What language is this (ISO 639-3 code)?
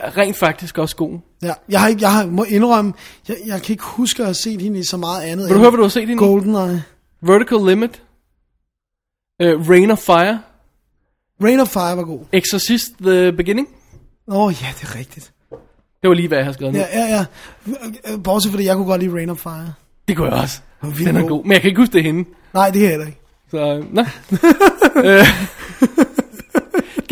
dan